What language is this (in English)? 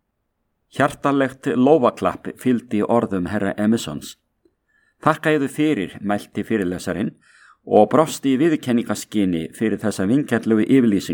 Icelandic